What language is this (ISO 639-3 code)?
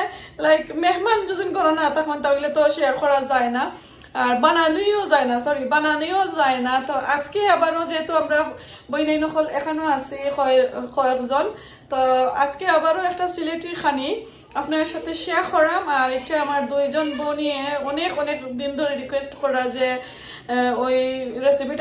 syl